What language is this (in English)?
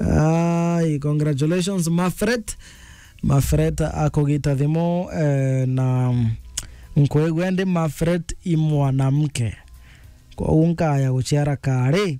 Meru